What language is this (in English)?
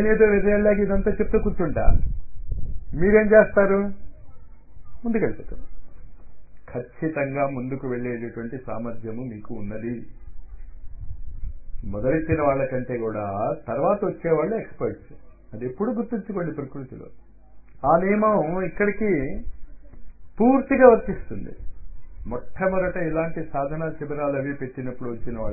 Telugu